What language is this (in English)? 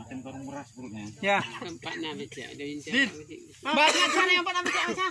Achinese